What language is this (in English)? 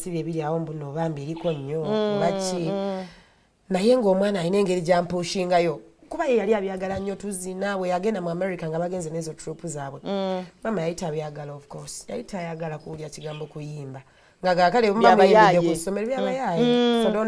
Ganda